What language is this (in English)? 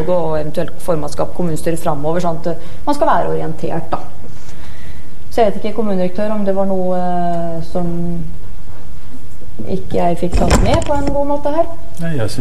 Norwegian